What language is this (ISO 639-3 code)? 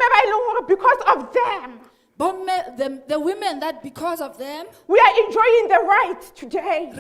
sot